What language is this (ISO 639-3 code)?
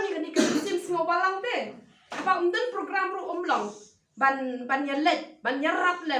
kha